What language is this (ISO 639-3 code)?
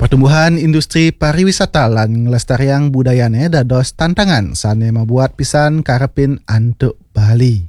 ban